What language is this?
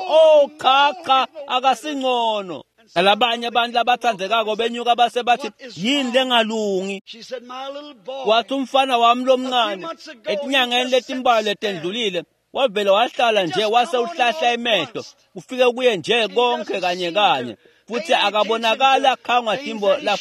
Swati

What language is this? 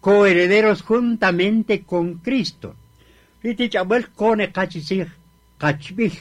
Kaqchikel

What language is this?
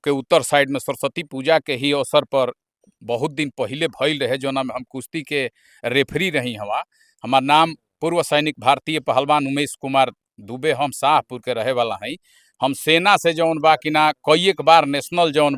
Bhojpuri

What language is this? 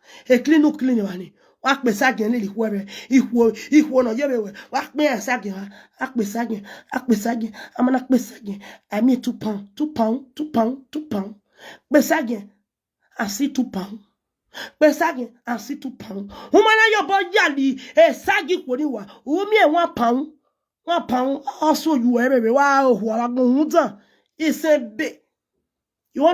Nigerian Pidgin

